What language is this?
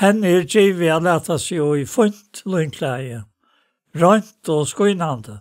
Faroese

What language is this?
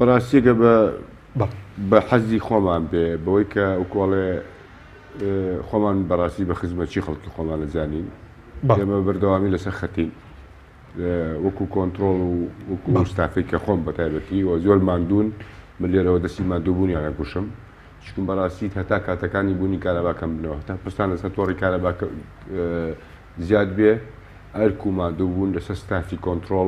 Central Kurdish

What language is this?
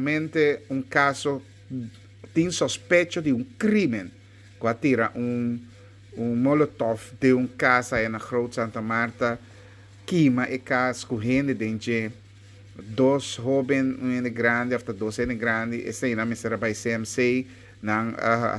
Papiamento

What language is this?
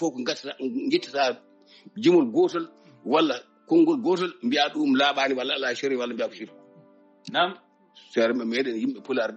Fula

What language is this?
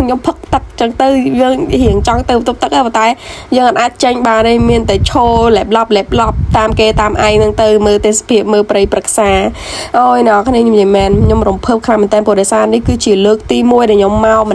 Khmer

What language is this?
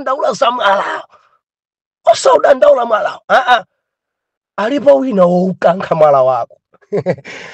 Nyanja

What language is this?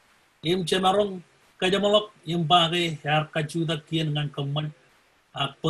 Marshallese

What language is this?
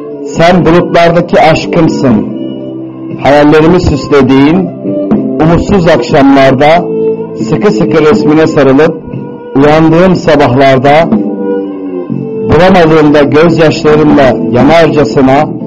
Turkish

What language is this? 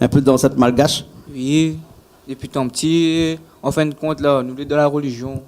Réunion Creole French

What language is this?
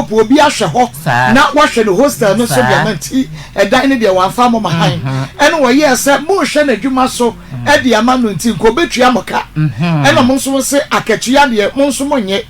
Akan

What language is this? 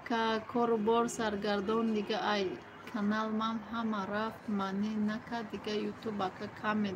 Tajik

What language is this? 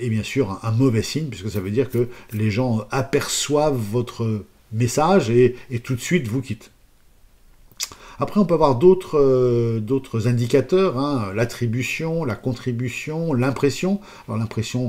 French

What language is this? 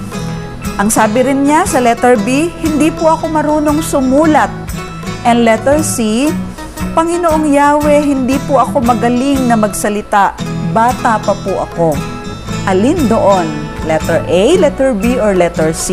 Filipino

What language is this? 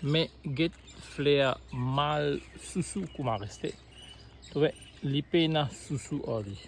Morisyen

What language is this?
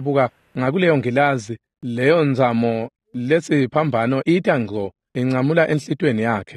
Swati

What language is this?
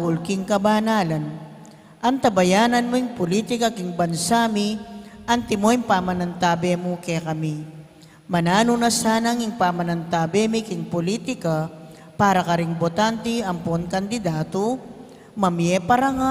Pampanga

